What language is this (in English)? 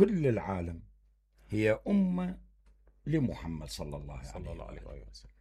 Mesopotamian Arabic